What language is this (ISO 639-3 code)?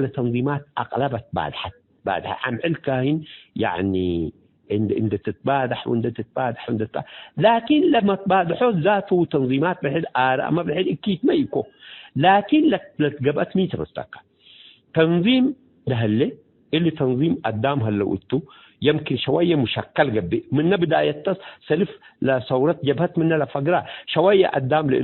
tig